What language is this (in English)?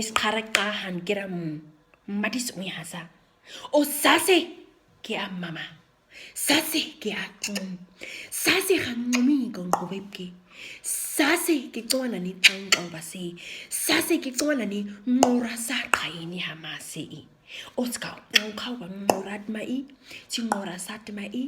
Nama